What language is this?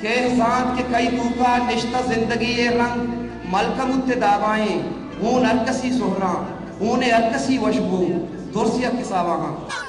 Baluchi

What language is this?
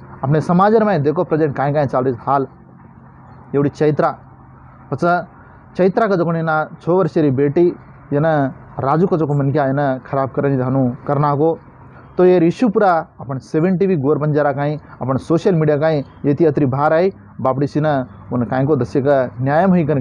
Lambadi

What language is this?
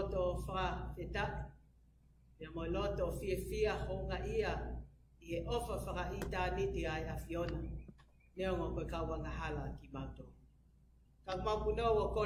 Tongan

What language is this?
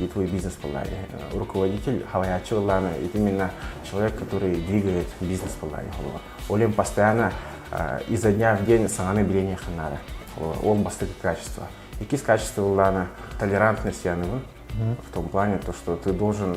Yakut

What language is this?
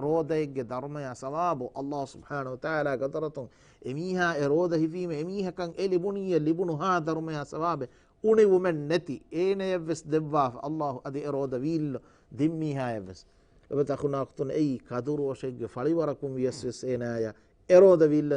Divehi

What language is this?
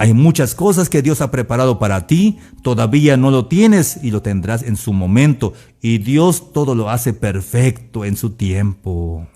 Tzeltal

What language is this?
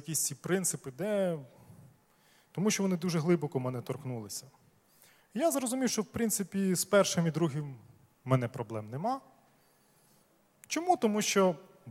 Ukrainian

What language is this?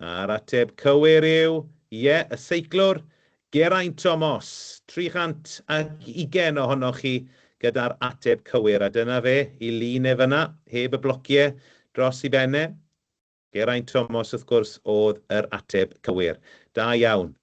Welsh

